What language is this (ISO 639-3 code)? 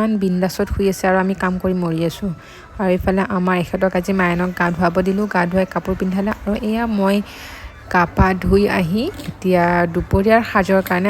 asm